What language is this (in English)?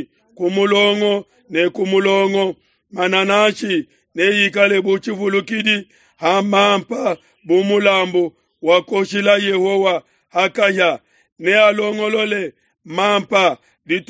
Luba-Lulua